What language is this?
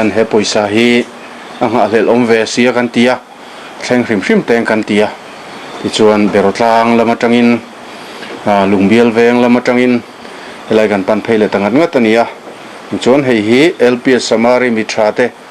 Mizo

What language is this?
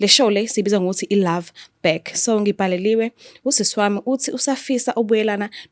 Zulu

